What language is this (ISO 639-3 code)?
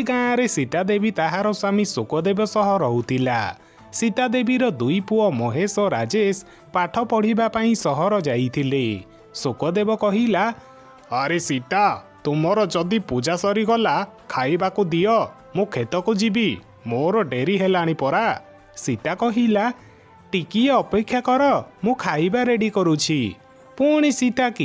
ori